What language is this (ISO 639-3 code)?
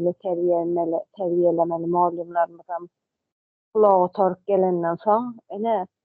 tuk